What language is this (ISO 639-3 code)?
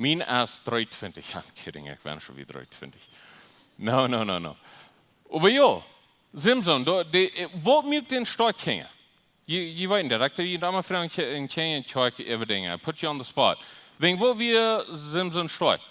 pdt